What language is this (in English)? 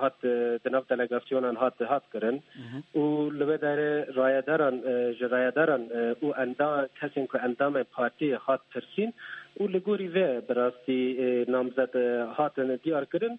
Kurdish